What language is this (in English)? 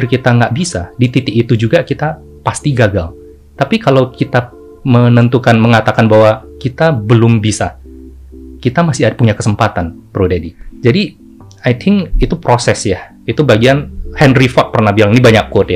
Indonesian